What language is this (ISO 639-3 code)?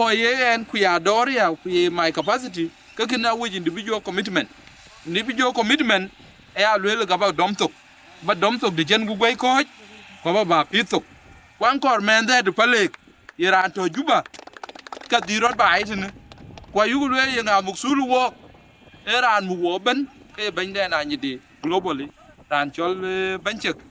din